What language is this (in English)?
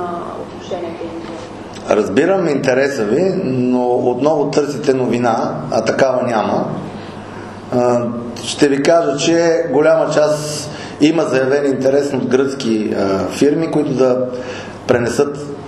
Bulgarian